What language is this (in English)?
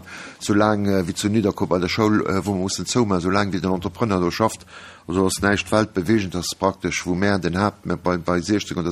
Luxembourgish